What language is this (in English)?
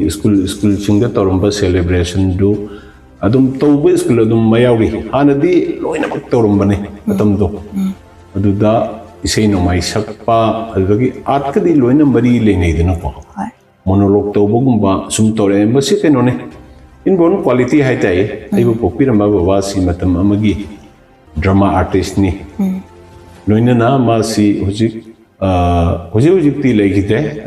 Manipuri